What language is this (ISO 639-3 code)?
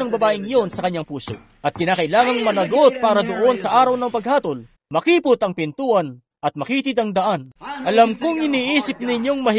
fil